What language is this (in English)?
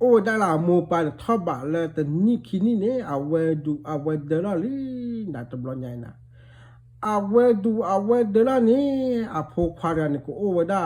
S'gaw Karen